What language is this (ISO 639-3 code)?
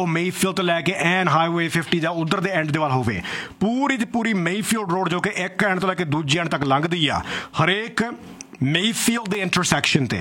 pan